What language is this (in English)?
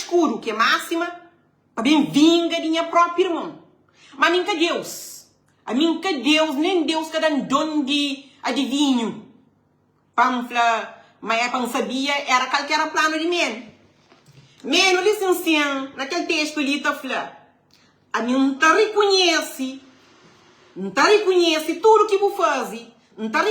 Kabuverdianu